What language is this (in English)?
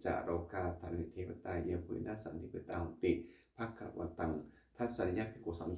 Pali